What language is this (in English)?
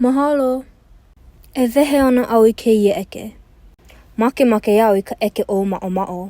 Hawaiian